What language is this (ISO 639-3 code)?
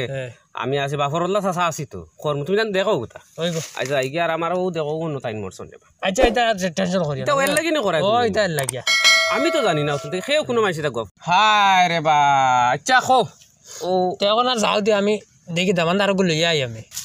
syl